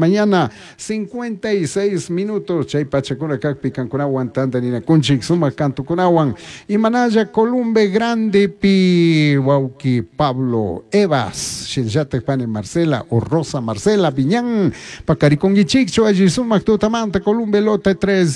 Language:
Chimborazo Highland Quichua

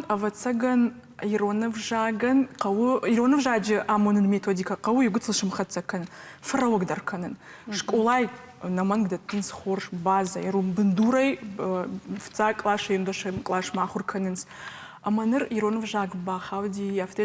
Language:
Ossetic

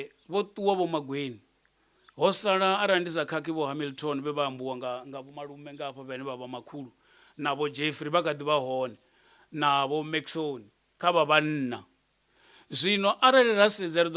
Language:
Venda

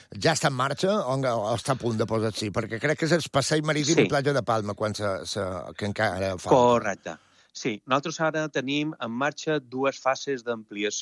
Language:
Catalan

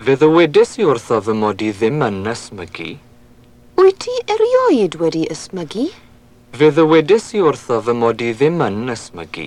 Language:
Welsh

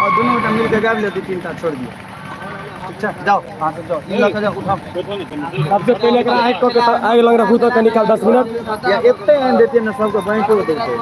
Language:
Maithili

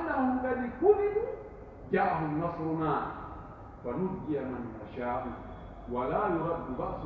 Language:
Pular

